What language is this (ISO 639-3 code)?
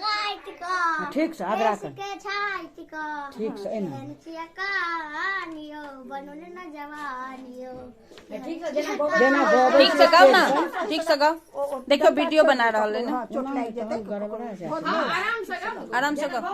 mai